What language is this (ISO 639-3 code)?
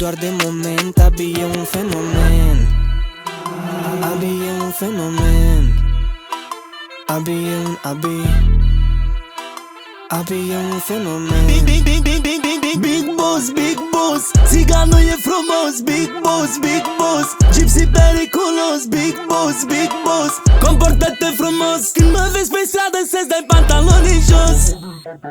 ron